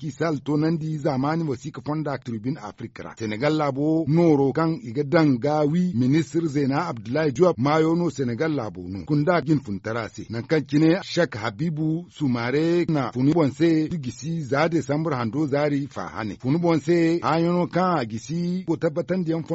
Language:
Zarma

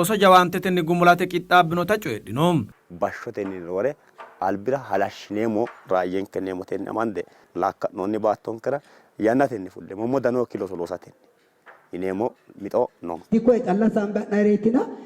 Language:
Sidamo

